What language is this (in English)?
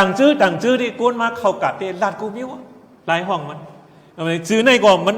Shan